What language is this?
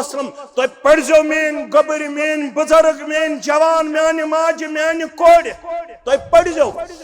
Kashmiri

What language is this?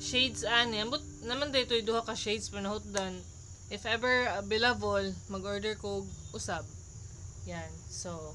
Cebuano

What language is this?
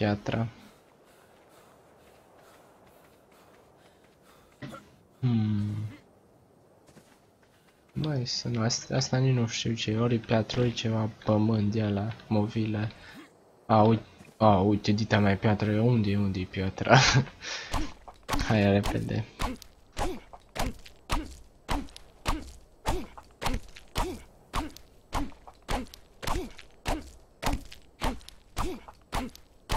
Romanian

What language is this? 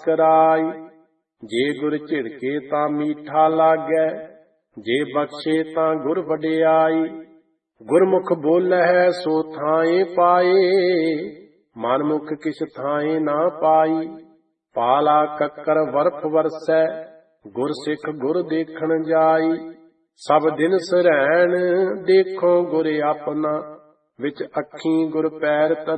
Punjabi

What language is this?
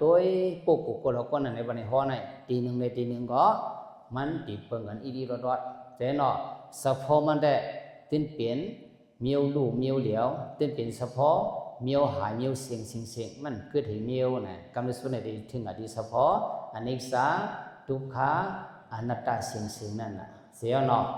Shan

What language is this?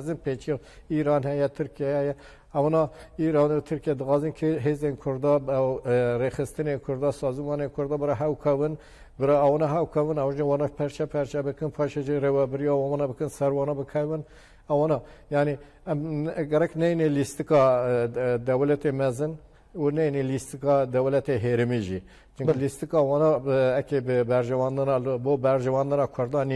Kurdish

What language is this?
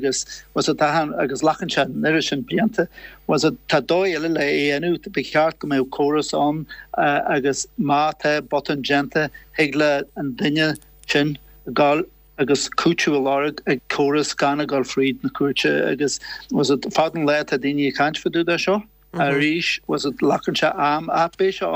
Irish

